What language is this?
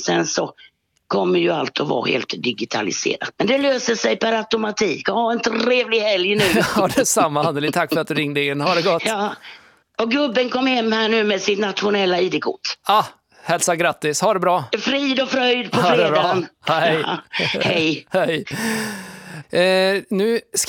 Swedish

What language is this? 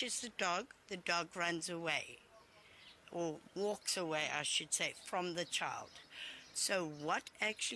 English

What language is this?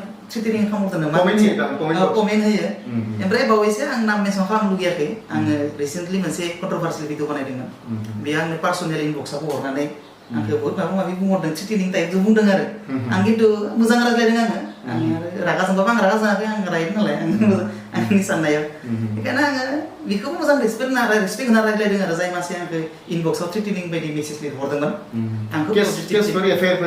Bodo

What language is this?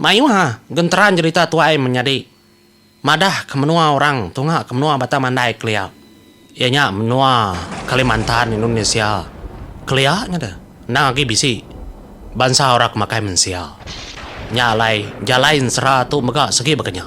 Iban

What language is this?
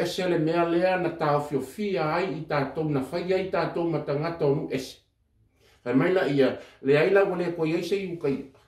Samoan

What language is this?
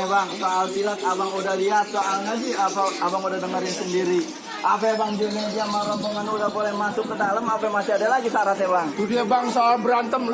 Betawi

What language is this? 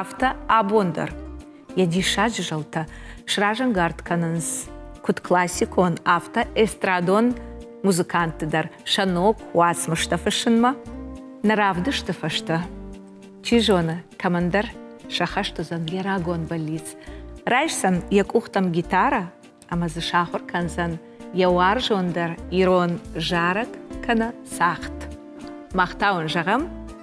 Ossetic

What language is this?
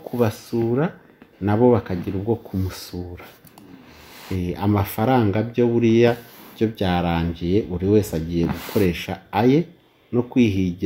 Kinyarwanda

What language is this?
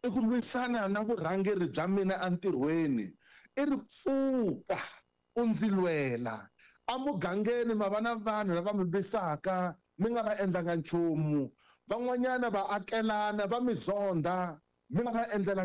Tsonga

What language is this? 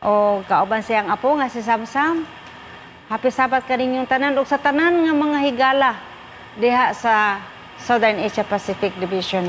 Cebuano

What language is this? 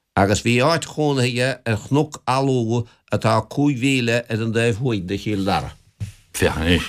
Irish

